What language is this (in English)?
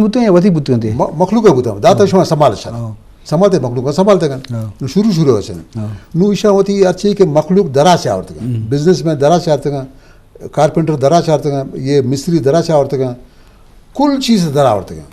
Eastern Balochi